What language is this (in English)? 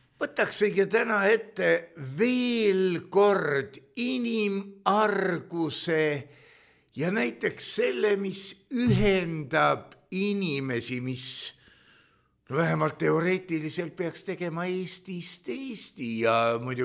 Estonian